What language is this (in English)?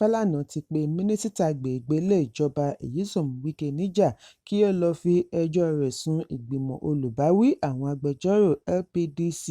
Yoruba